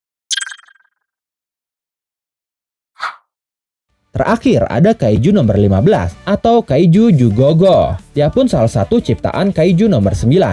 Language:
Indonesian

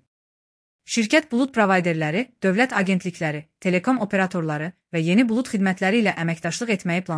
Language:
Azerbaijani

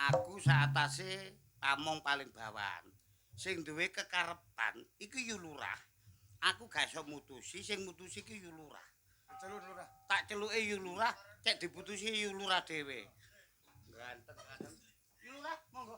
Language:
Javanese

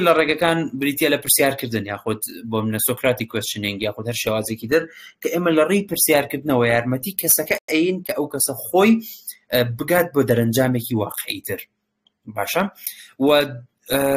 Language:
Central Kurdish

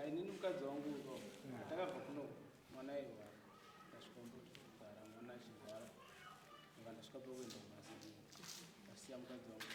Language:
Shona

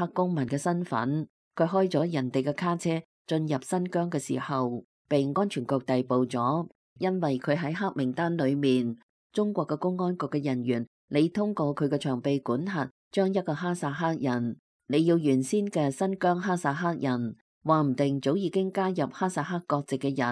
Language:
Cantonese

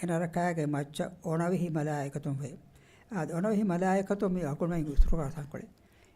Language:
Divehi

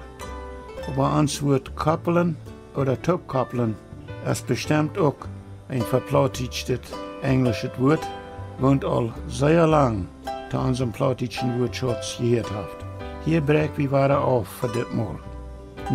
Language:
Plautdietsch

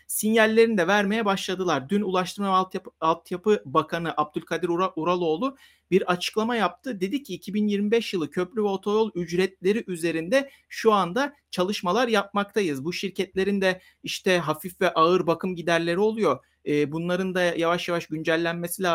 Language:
Turkish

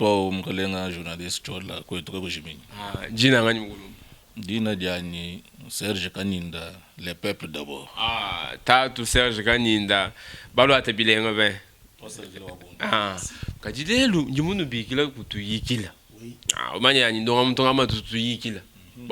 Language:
Luba-Lulua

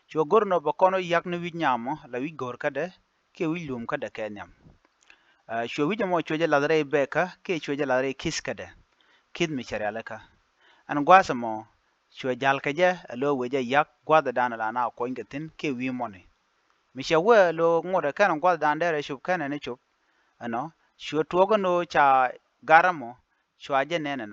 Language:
Nuer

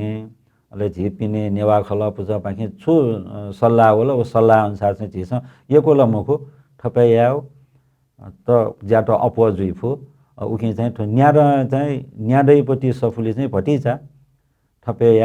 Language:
Newari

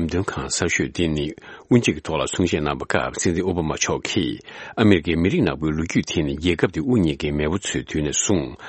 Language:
Tibetan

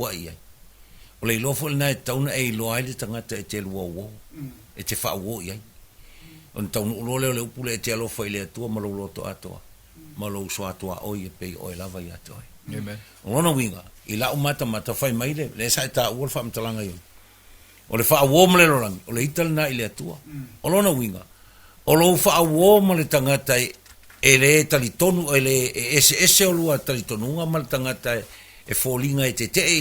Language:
Samoan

